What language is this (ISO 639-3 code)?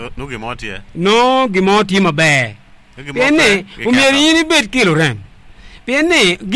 ach